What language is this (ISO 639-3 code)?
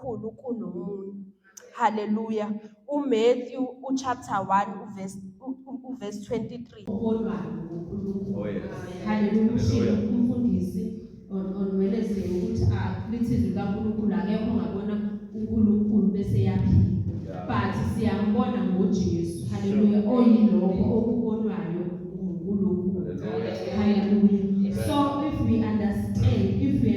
zul